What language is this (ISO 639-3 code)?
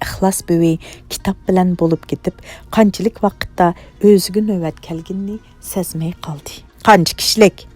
uig